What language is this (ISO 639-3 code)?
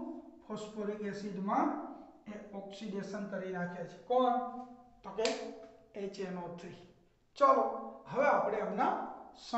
guj